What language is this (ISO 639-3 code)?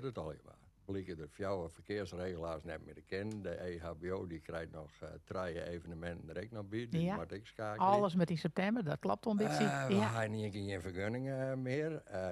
fry